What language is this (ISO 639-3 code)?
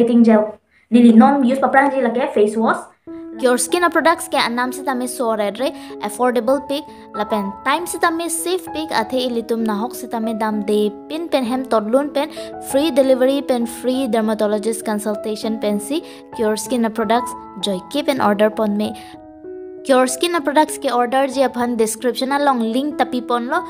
mjw